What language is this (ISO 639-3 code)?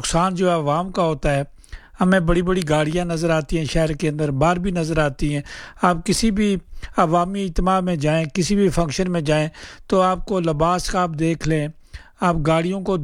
urd